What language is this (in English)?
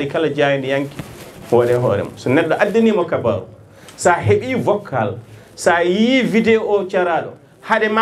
Fula